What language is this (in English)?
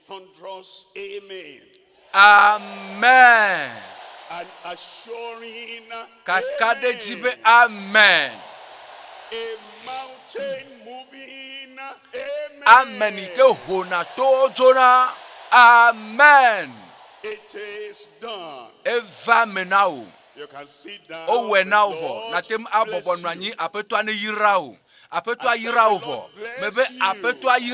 Ewe